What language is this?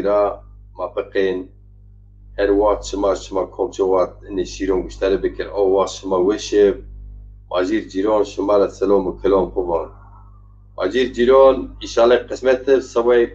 Zaza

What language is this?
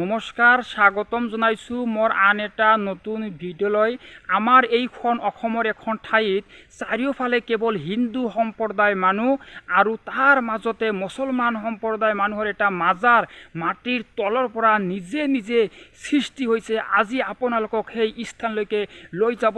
Assamese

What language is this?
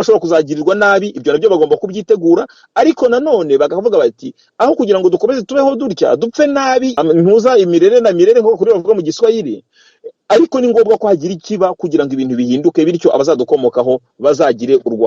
Kinyarwanda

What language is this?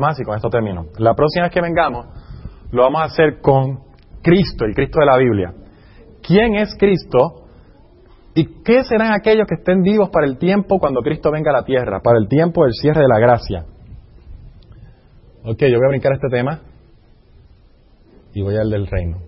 Spanish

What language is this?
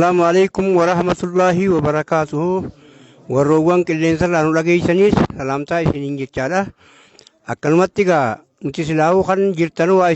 Oromo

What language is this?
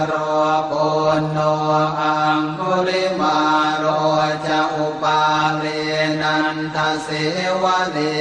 Pali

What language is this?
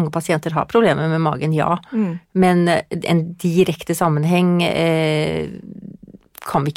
Norwegian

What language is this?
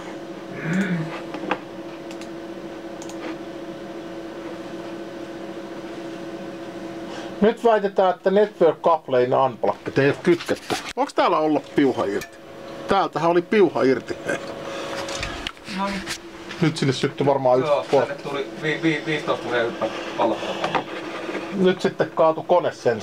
Finnish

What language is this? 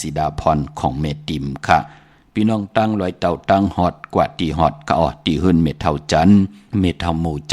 Shan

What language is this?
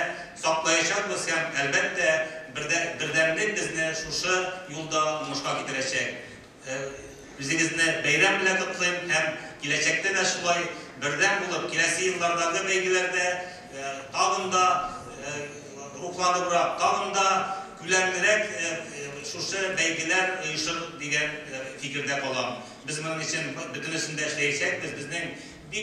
Tatar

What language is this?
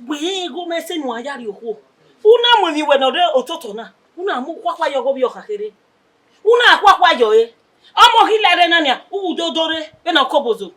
Bini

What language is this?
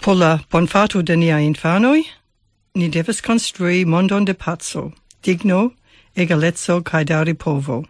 Esperanto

